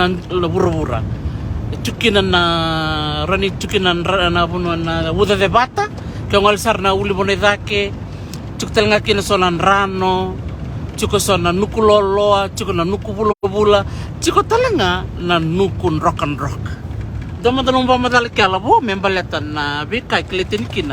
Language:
Fijian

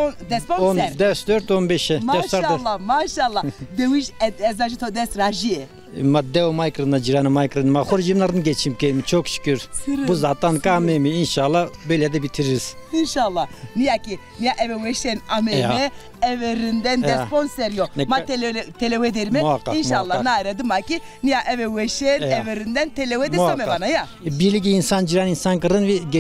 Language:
Zaza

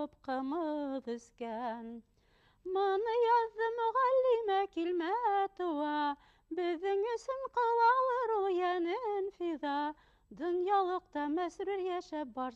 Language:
Bashkir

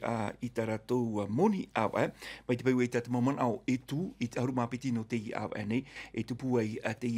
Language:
Tahitian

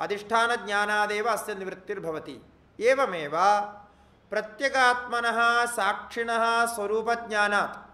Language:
Sanskrit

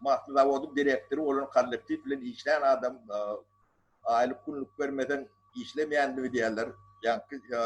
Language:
Turkmen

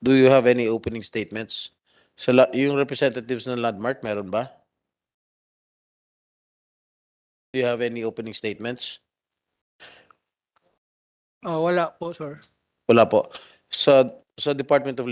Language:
Filipino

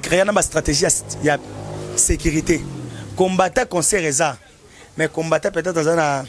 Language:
Lingala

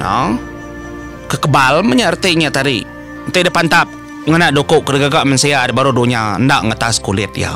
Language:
Iban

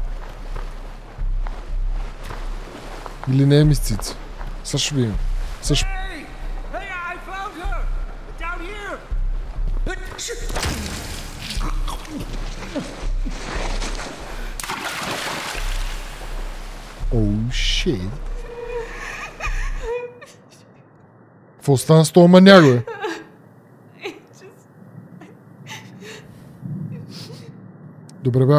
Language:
Bulgarian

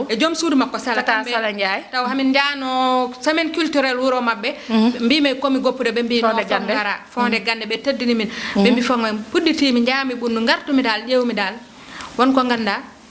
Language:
Fula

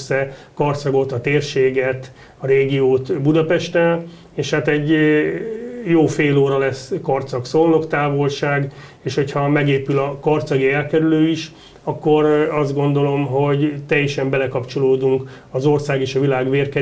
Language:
Hungarian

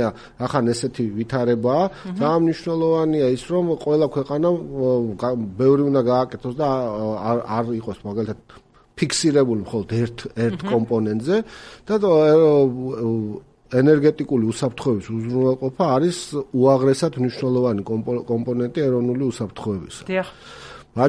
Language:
Georgian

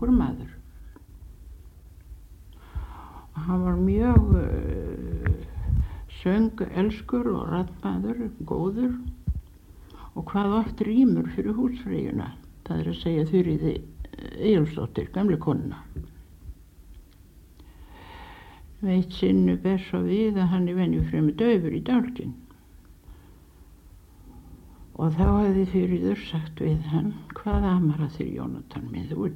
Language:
Icelandic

